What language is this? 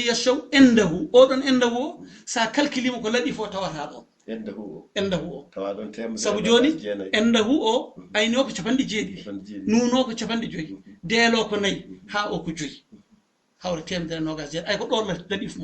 Fula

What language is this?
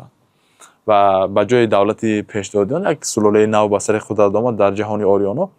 Tajik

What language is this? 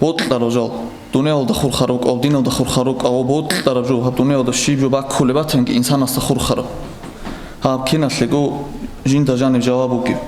Avaric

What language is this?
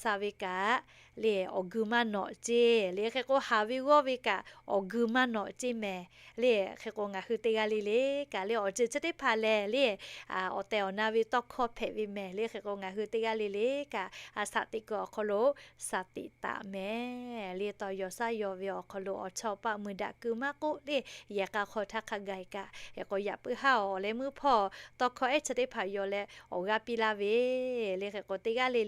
Lahu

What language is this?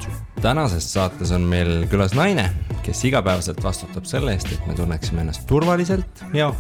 Estonian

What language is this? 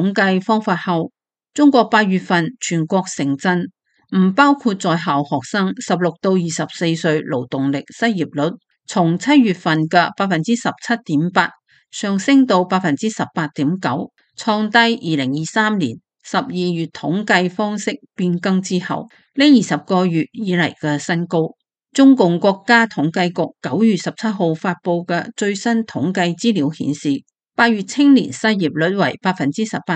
Cantonese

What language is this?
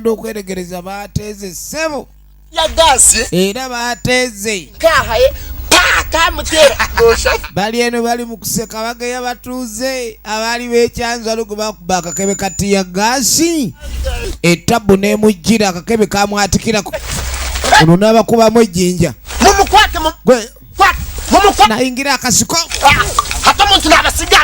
Ganda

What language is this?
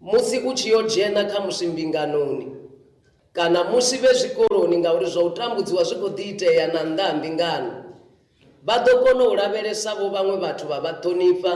Venda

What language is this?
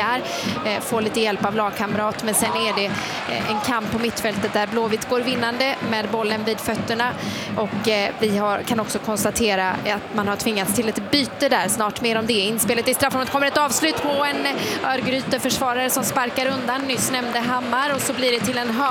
Swedish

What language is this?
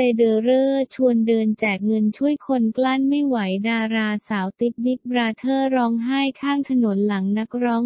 Thai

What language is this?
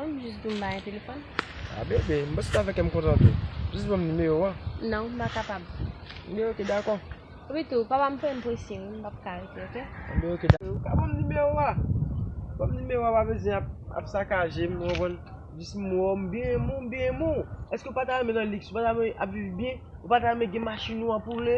Haitian Creole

